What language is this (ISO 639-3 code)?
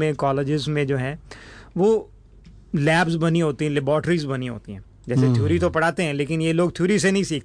hin